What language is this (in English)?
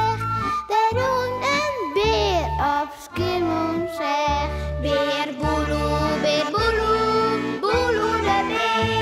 Western Frisian